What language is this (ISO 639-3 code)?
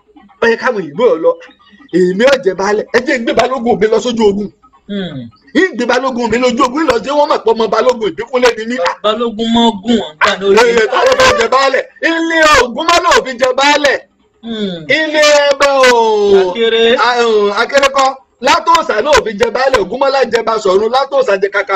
yor